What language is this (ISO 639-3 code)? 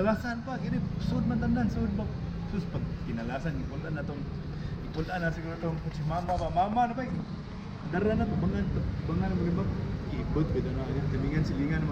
ceb